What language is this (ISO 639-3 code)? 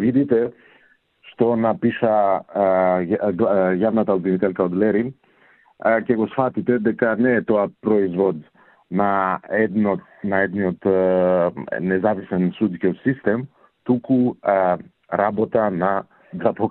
mkd